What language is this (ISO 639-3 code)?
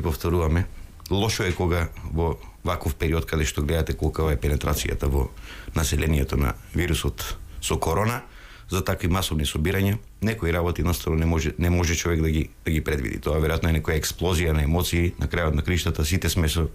mkd